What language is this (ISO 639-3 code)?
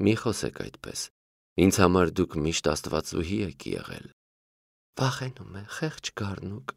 hye